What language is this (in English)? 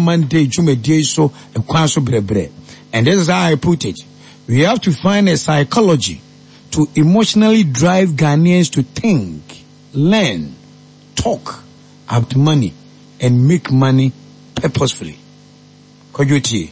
Akan